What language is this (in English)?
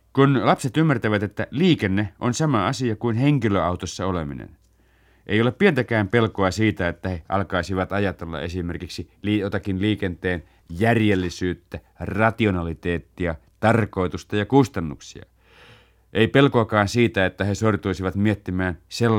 Finnish